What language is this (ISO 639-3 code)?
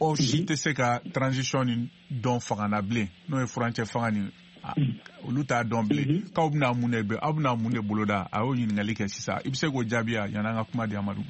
bam